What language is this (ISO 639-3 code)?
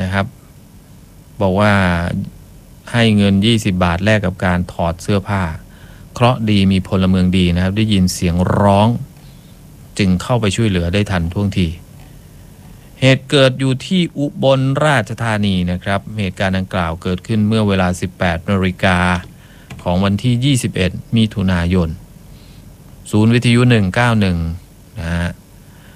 tha